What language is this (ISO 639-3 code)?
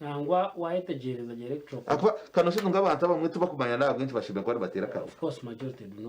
nyn